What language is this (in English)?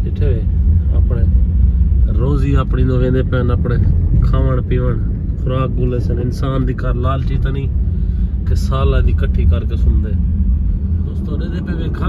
Saraiki